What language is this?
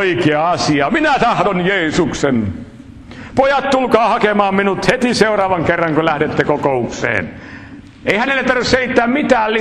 Finnish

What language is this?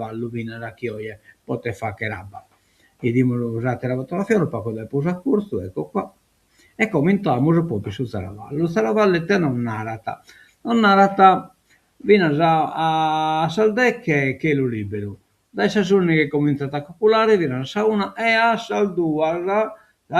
Sardinian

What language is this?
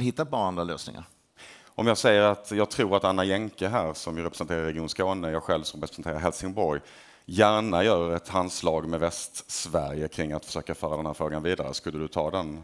Swedish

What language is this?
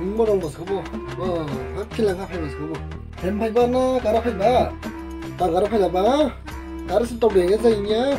Dimasa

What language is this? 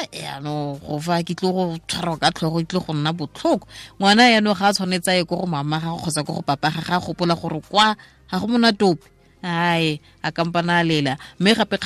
Tswana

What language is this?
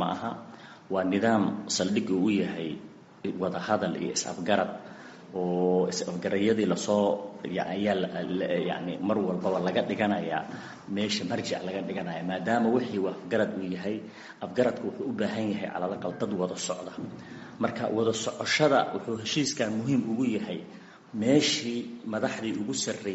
Somali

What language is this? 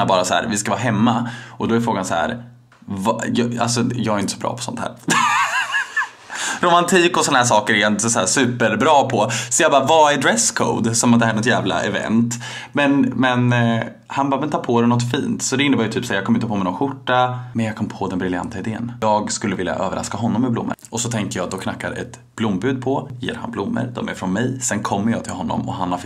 Swedish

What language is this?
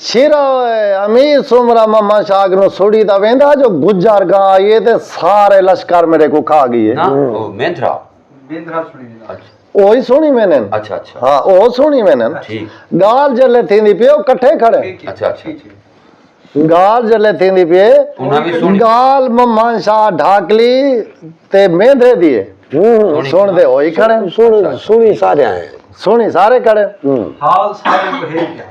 Saraiki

